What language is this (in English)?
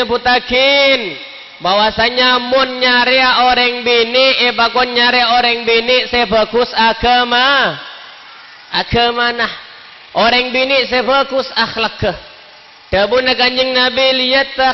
Madurese